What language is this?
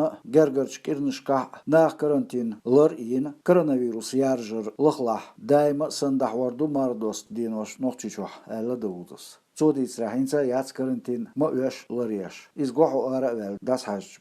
Chechen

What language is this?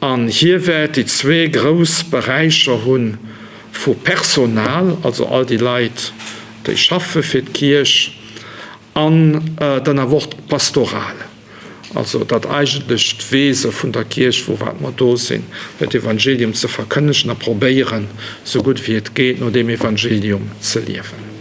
Luxembourgish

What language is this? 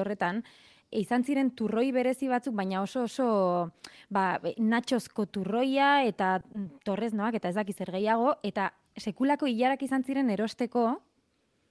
Basque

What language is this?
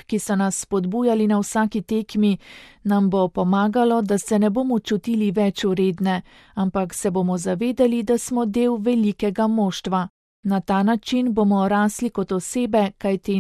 Slovenian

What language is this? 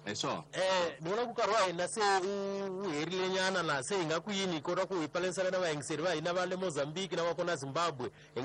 Tsonga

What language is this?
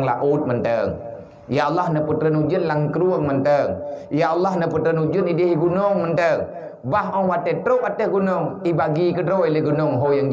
Achinese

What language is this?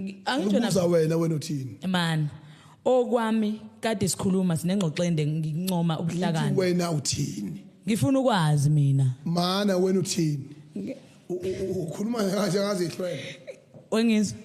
Zulu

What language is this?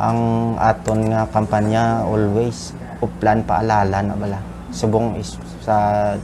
Hiligaynon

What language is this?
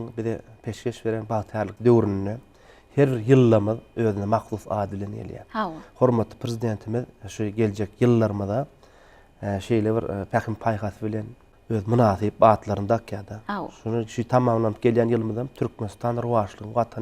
Turkmen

